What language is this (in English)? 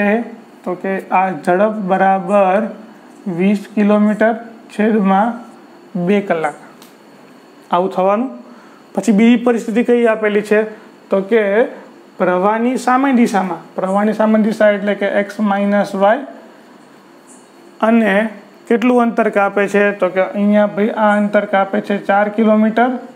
Gujarati